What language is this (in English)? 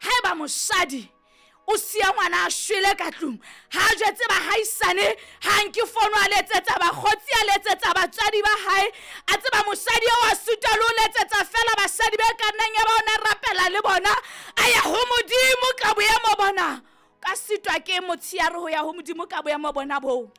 Southern Sotho